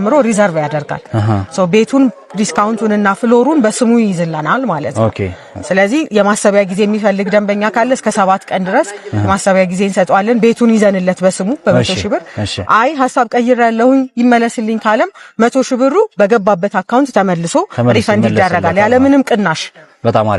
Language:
Amharic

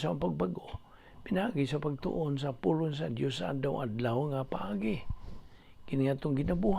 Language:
Cebuano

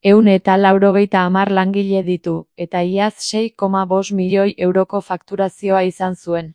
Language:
Basque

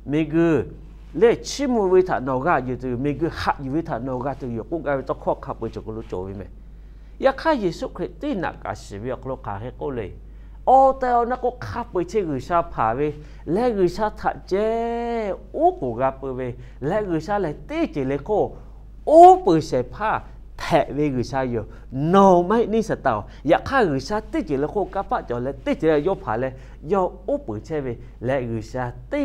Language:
Lahu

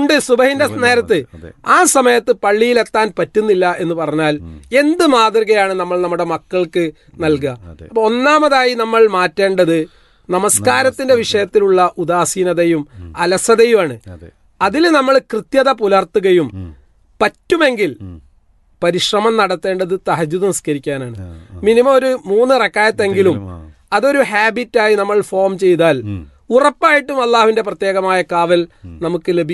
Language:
Malayalam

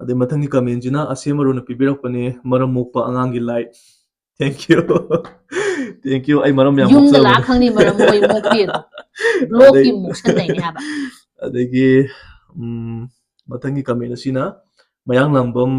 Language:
Manipuri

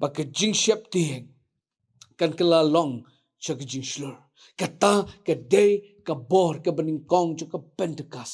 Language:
Khasi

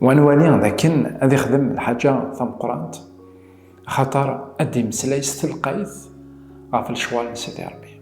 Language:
Kabyle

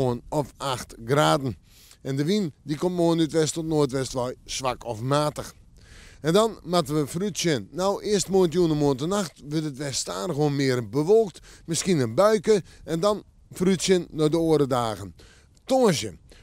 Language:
Western Frisian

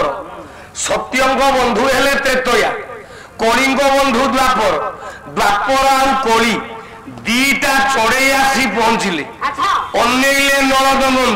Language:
Odia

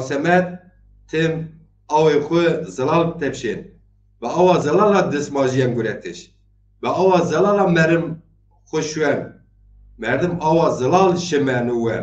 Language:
Zaza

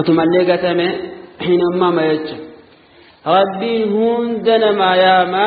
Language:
Oromo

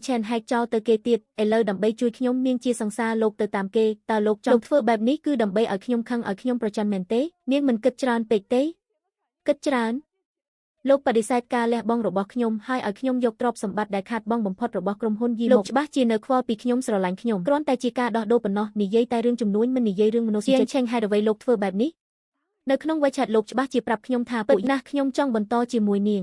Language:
Khmer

